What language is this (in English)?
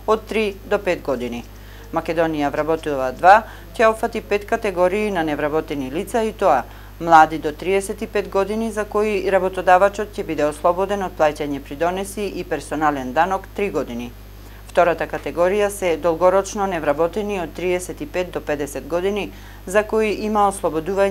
Macedonian